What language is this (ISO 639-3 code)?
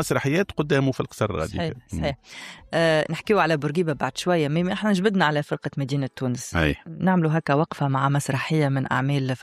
aeb